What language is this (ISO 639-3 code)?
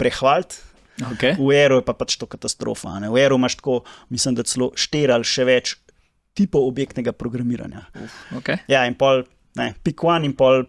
slv